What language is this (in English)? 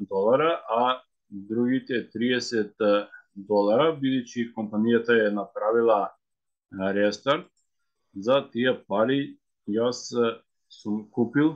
Macedonian